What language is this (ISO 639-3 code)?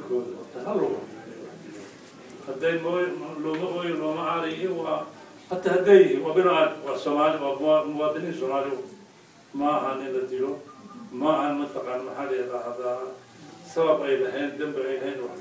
som